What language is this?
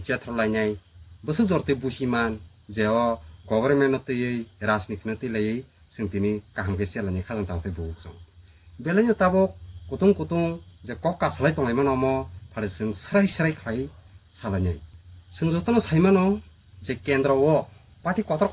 Kok Borok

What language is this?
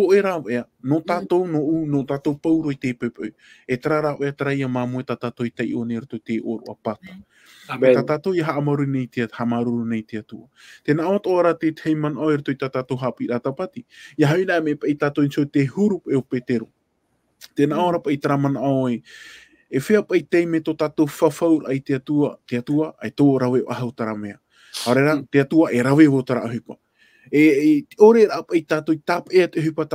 Tahitian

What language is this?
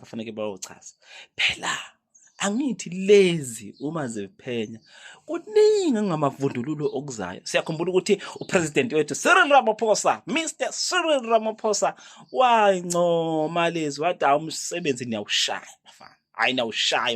Zulu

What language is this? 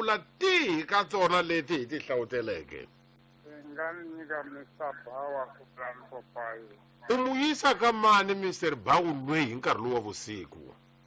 Tsonga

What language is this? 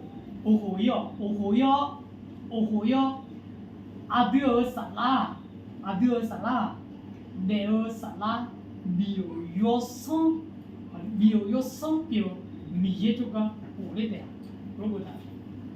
Akha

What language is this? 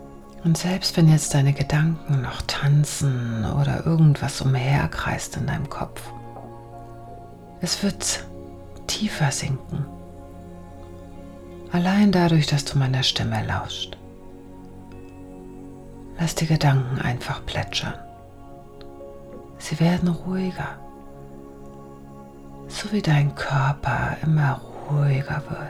German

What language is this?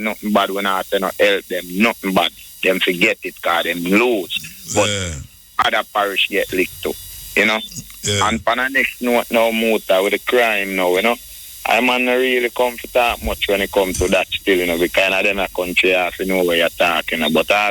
Jamaican Creole English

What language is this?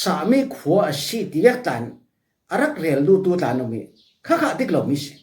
Falam Chin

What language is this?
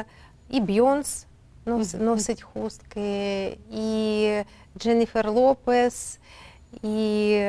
Ukrainian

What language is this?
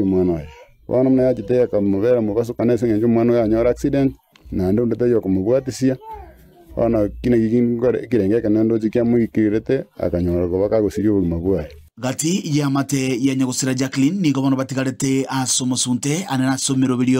Gusii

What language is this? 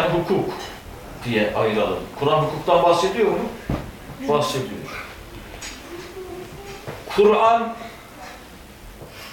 Turkish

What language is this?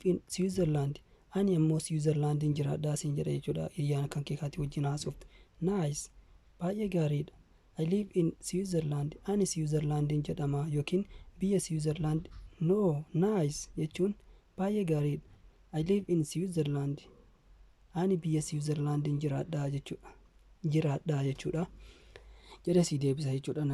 Oromo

